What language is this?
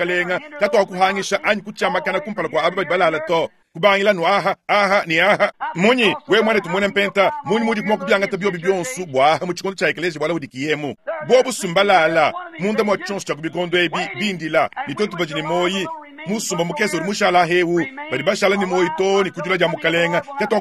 Luba-Lulua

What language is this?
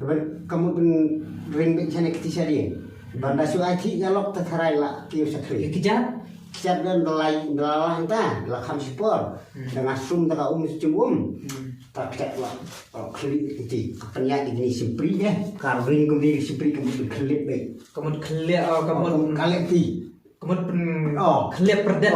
Khasi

